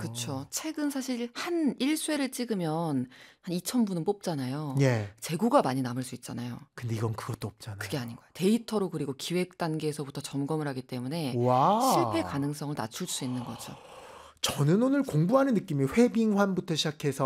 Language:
Korean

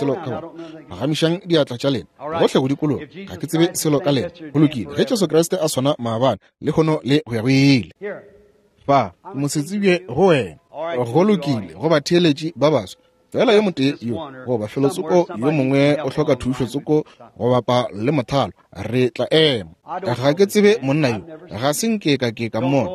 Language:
Northern Sotho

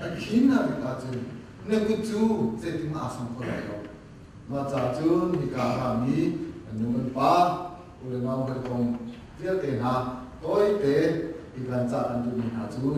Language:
Hakha Chin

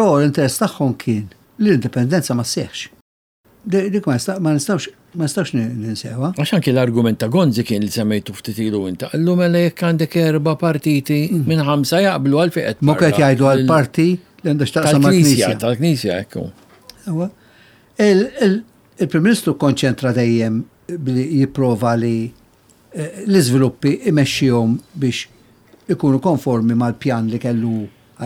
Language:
Maltese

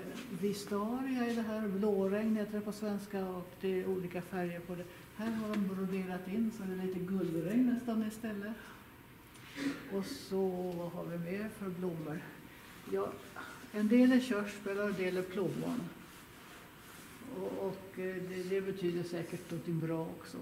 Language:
Swedish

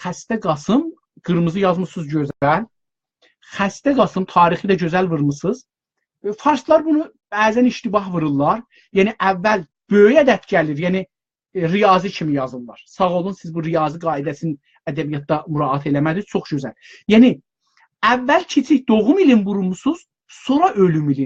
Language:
South Azerbaijani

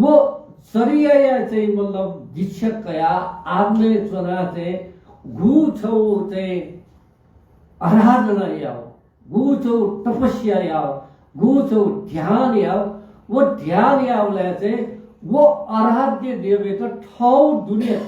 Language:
Newari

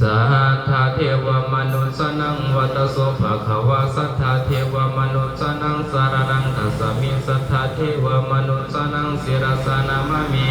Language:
Pali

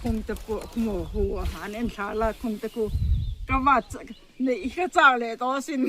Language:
Mizo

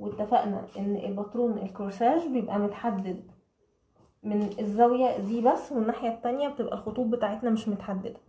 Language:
Egyptian Arabic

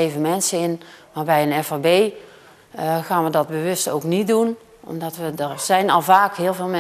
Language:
Dutch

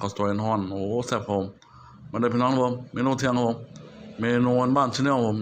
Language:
Northeastern Thai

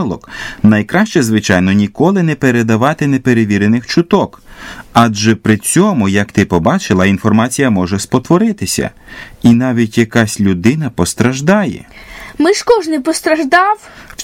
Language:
Ukrainian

